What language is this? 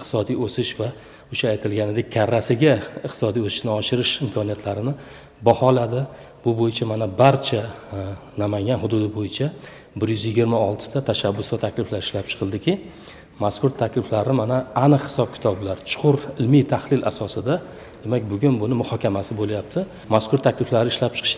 Uzbek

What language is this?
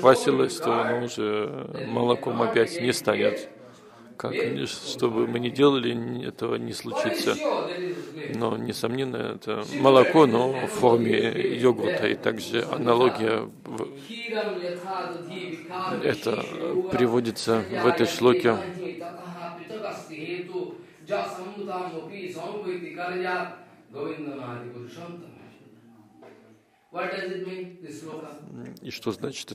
Russian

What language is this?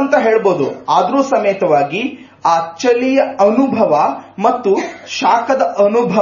Kannada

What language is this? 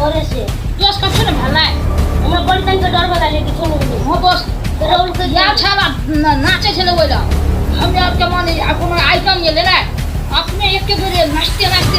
Maithili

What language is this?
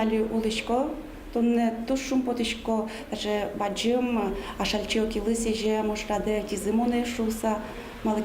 Udmurt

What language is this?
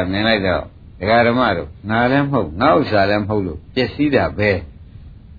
Burmese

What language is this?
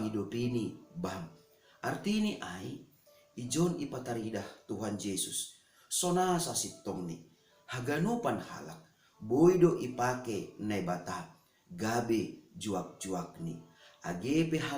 Batak Simalungun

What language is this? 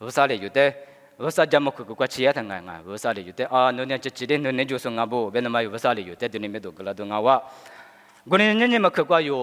Lisu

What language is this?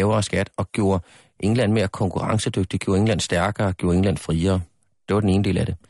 Danish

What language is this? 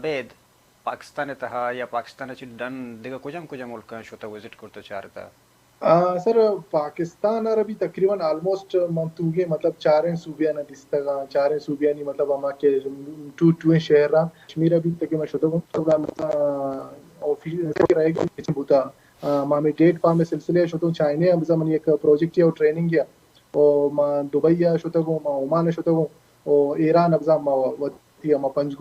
Baluchi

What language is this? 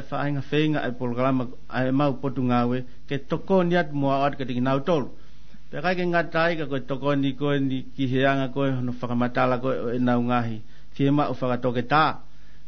Tongan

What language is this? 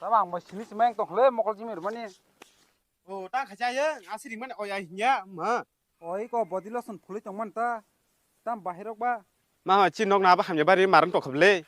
Kok Borok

